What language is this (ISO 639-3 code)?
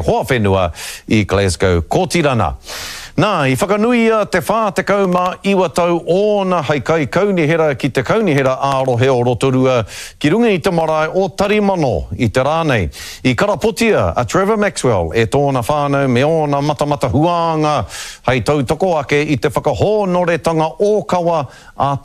mri